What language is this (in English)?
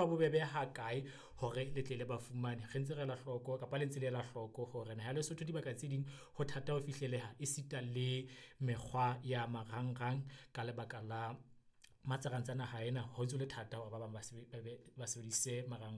Southern Sotho